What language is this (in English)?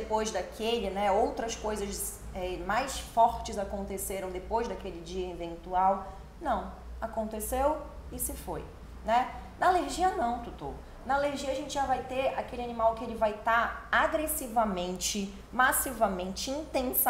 Portuguese